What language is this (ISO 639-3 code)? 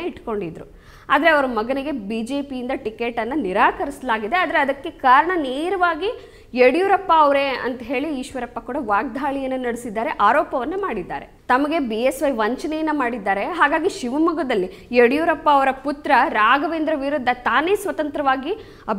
kan